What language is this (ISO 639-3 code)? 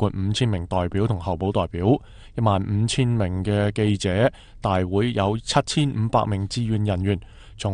yue